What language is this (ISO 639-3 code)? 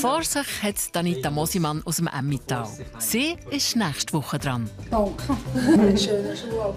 gsw